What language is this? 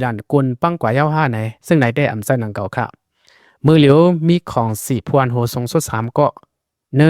Lao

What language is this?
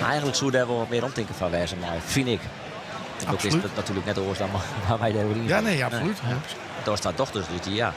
Western Frisian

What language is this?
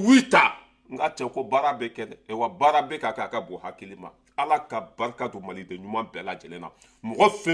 Bambara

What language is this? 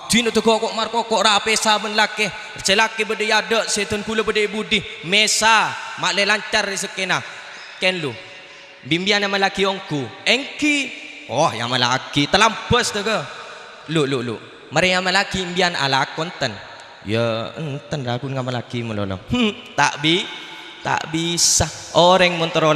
Madurese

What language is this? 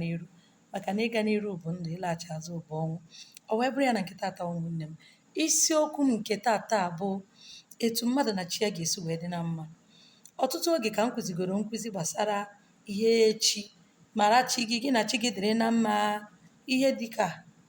Igbo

